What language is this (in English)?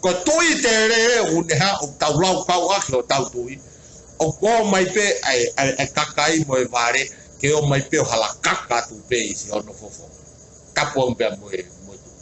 Tongan